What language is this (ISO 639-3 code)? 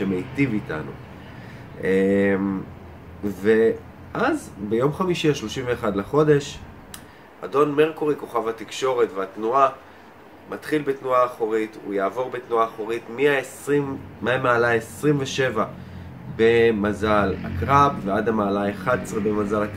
heb